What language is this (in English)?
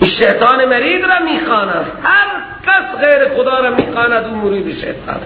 Persian